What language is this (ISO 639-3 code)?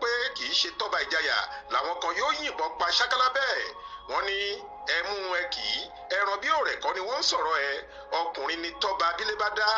yor